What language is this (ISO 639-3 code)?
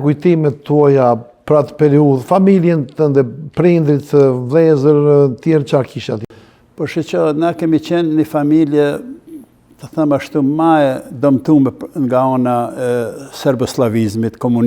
sqi